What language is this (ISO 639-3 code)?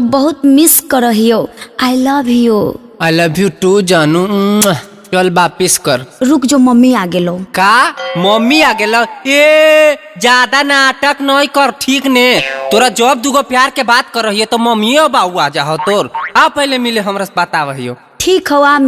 mag